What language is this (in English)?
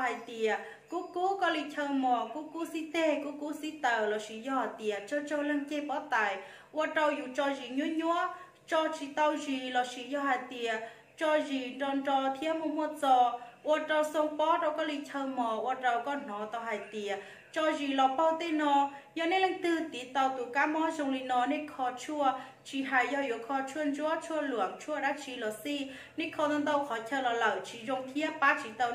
Hmong